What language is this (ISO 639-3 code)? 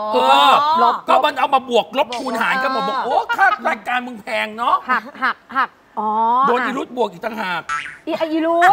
tha